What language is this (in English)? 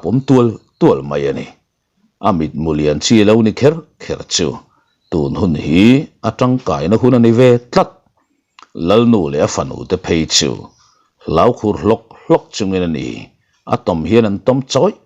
Mizo